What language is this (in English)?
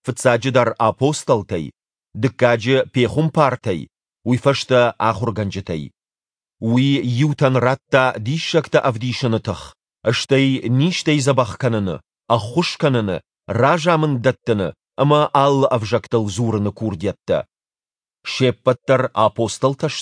Ossetic